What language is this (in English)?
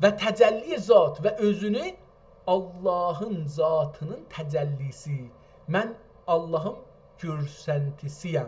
South Azerbaijani